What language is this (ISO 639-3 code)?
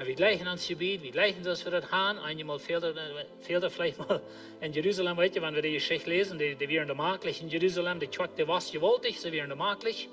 pdt